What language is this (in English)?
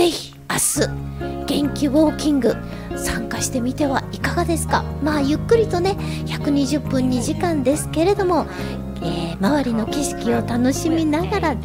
Japanese